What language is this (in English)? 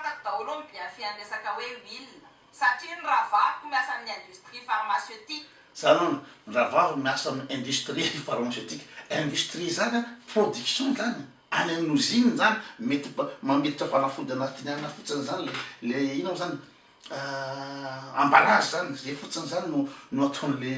Malagasy